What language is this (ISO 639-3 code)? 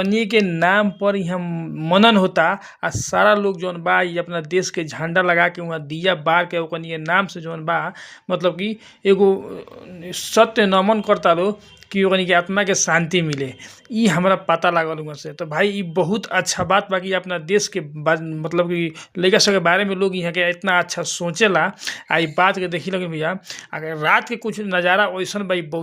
bho